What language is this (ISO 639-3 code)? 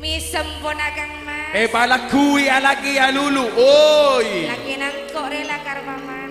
mad